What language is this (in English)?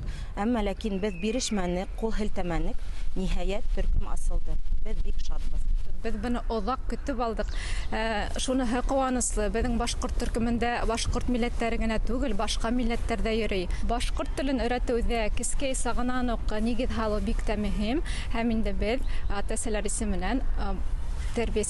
Bashkir